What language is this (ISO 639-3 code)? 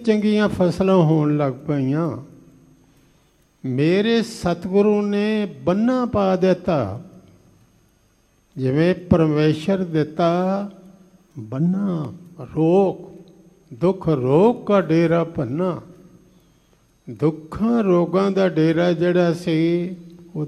pan